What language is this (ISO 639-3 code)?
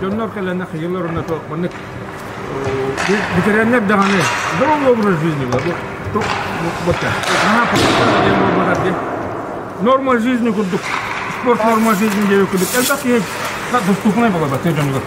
sah